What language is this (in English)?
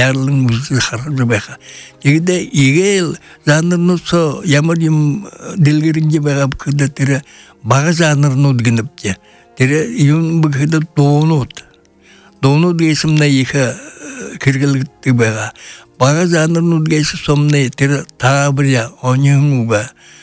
Buriat